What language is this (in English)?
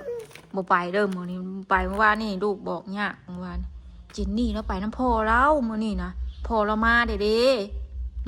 Northeastern Thai